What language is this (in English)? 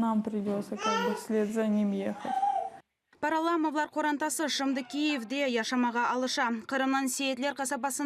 Crimean Tatar